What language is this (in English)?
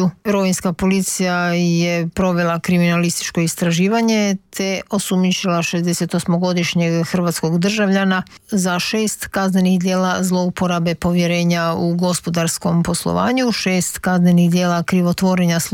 Croatian